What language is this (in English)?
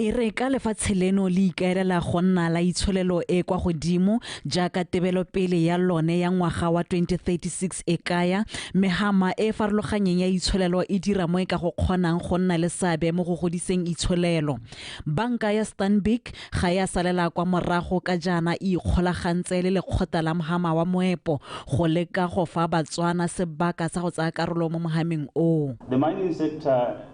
Tswana